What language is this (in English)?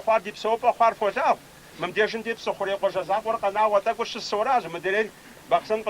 Kabardian